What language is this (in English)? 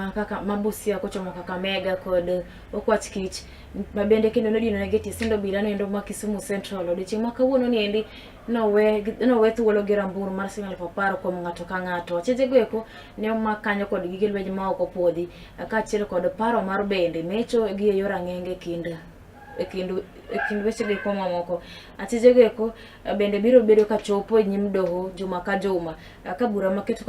Luo (Kenya and Tanzania)